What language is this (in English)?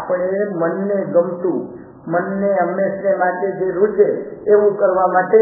Gujarati